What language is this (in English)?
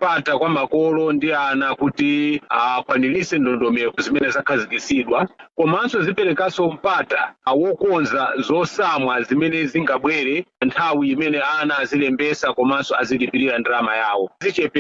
Nyanja